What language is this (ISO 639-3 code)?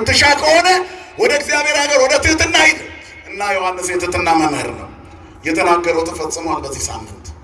amh